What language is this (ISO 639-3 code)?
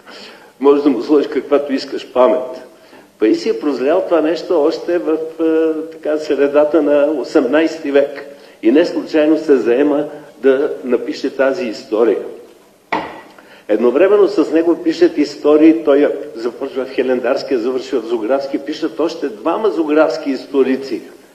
bul